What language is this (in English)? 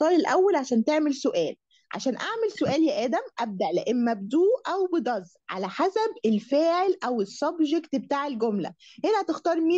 Egyptian Arabic